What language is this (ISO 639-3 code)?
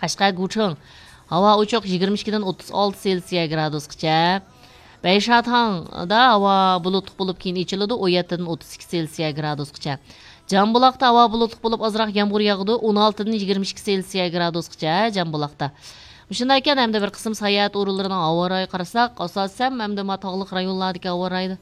uig